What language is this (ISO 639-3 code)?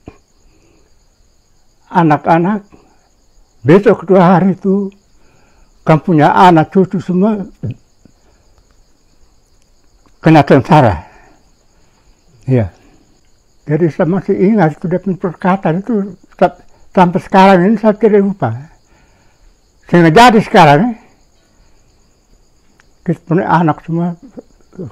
ind